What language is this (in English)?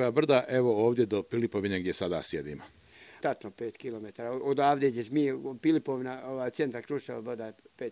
Bosnian